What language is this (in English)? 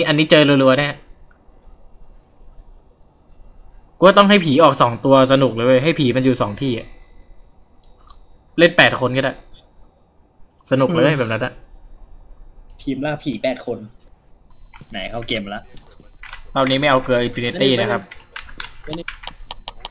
Thai